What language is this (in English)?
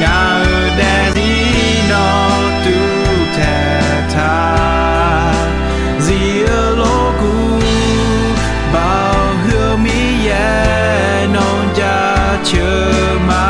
Akha